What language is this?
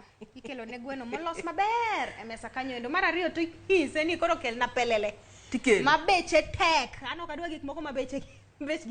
Luo (Kenya and Tanzania)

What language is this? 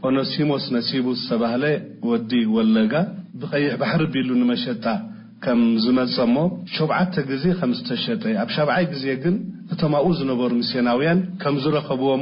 Tigrinya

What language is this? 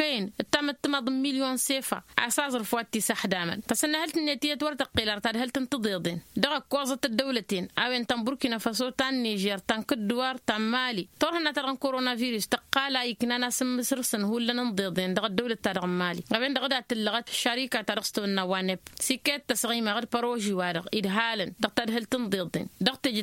Tamasheq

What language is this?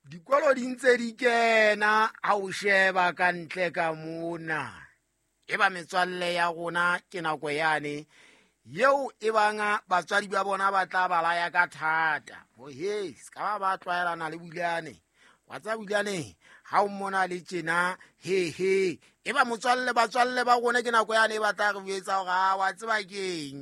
Southern Sotho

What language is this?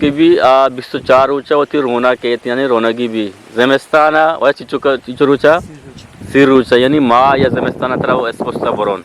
Eastern Balochi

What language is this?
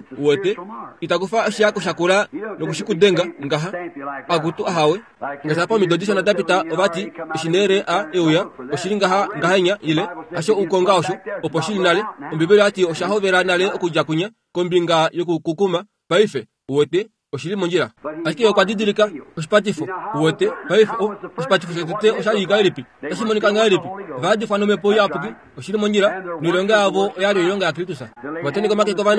Kuanyama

